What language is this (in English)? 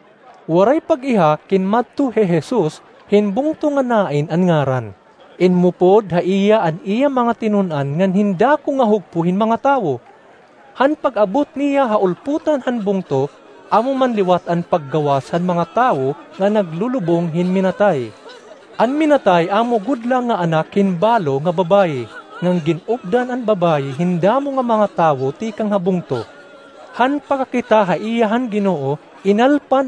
Waray